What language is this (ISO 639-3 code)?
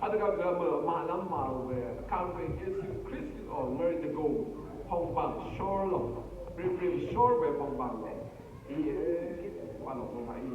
raw